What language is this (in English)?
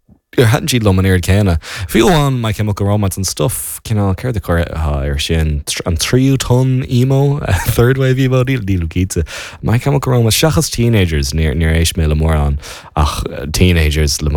Irish